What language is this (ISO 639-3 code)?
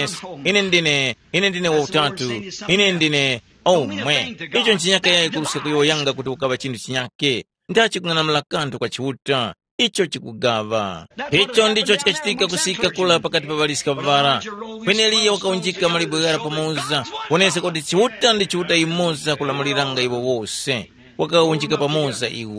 tum